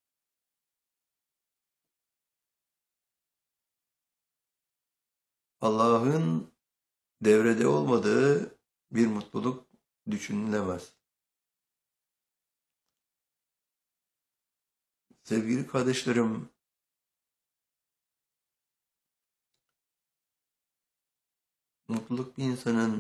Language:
Turkish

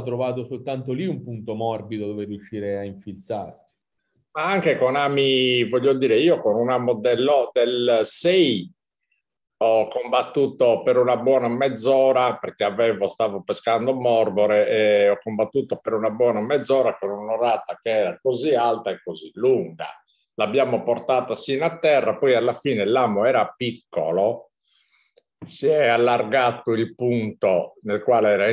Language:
Italian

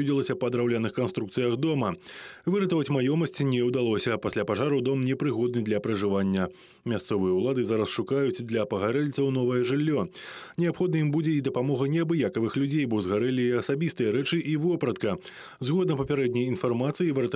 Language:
Belarusian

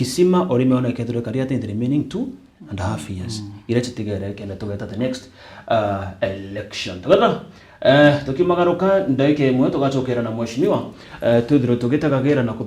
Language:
Meru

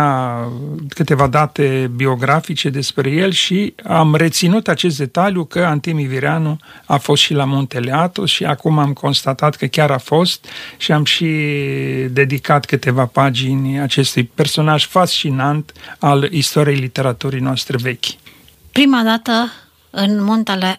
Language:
Romanian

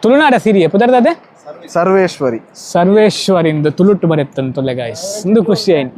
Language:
Tulu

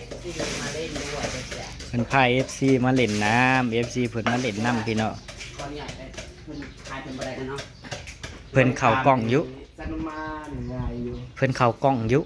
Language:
Northeastern Thai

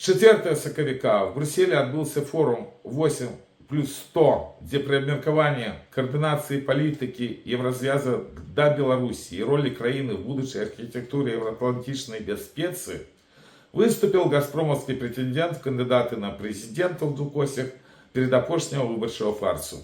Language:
Belarusian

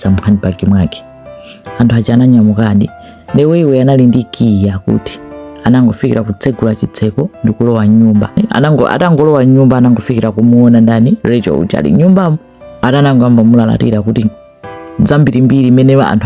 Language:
Nyanja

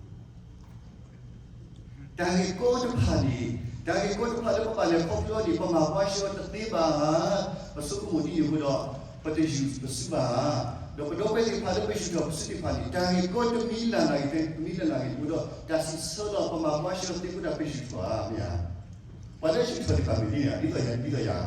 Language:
S'gaw Karen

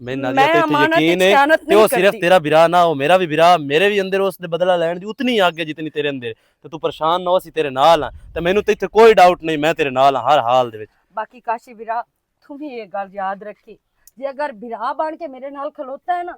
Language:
Western Panjabi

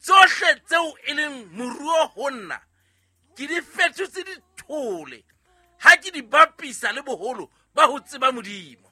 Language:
Southern Sotho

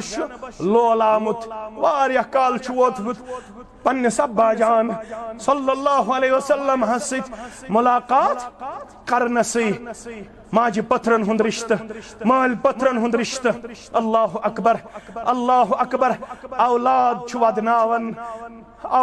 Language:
Kashmiri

